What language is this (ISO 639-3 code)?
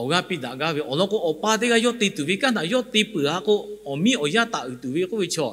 lhu